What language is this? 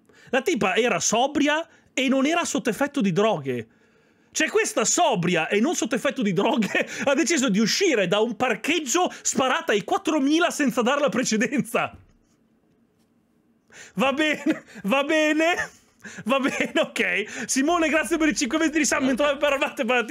Italian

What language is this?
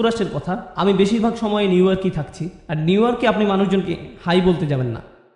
Bangla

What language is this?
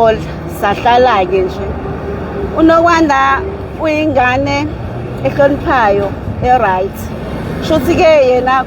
Zulu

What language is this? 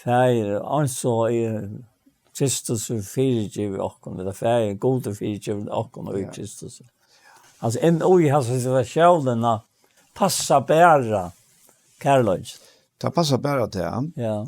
Faroese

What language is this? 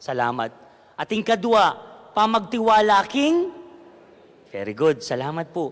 Pampanga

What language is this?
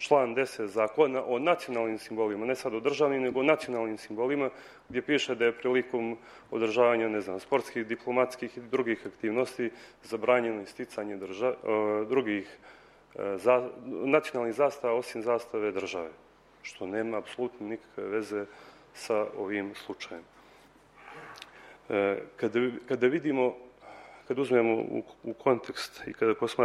Serbian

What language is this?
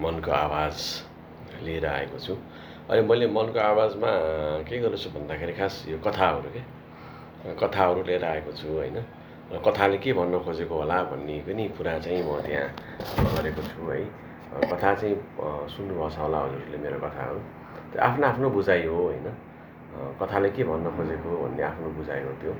Nepali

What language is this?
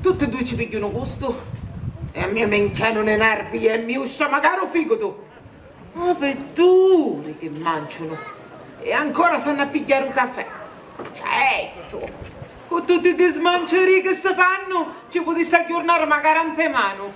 Sicilian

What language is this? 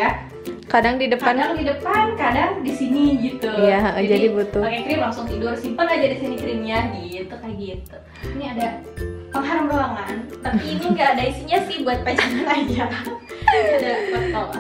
Indonesian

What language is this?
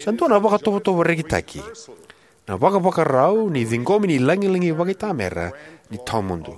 Fijian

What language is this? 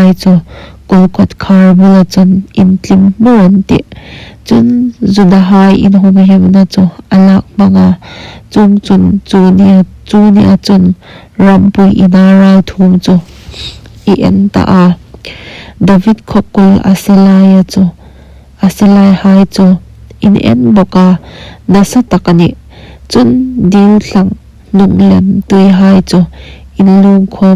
Hmar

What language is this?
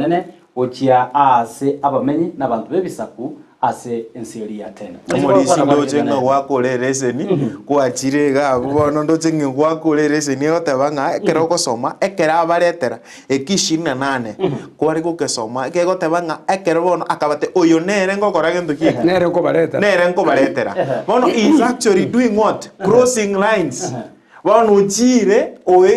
Gusii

